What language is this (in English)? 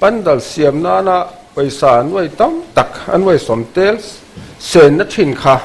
Mizo